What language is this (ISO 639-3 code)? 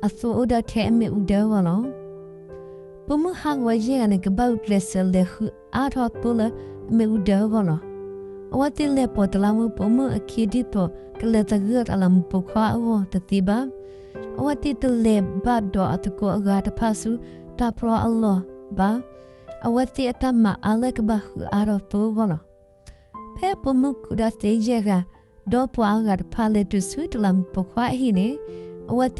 ksw